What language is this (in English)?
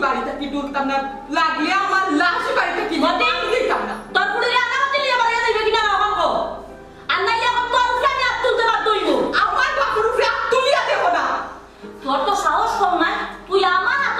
Sylheti